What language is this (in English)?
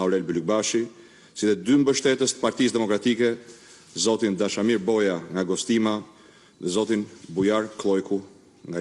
Albanian